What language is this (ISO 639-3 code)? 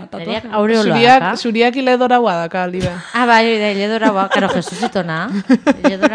eus